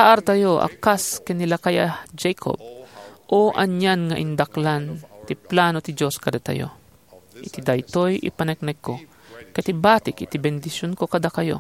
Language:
Iloko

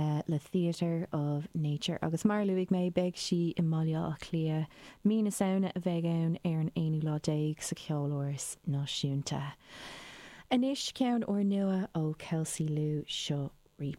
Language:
Irish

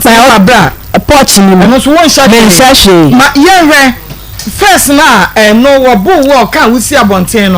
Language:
Akan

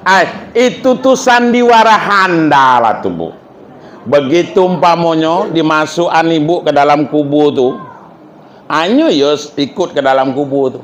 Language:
Minangkabau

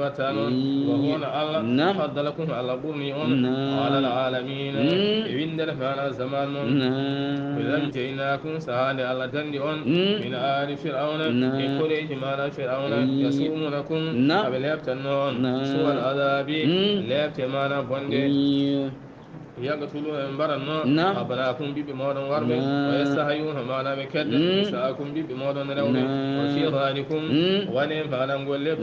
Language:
Fula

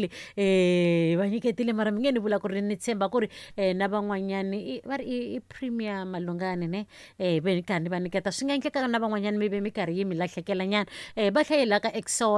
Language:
Tsonga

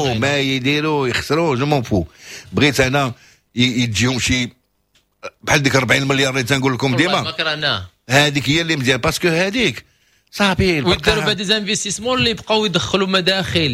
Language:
Moroccan Arabic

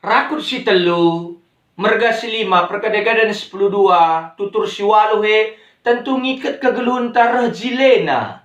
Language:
Batak Karo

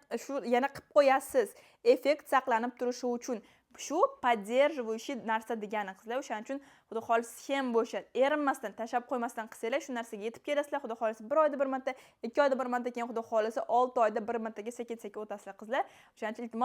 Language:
Uzbek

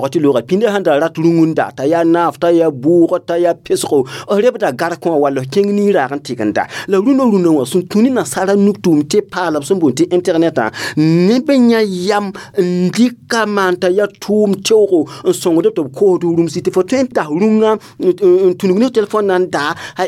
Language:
Mossi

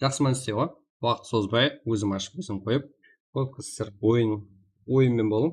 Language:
Kara-Kalpak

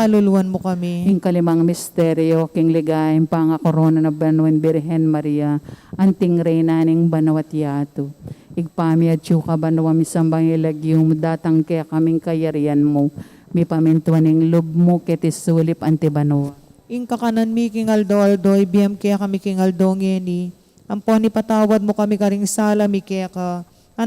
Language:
Pampanga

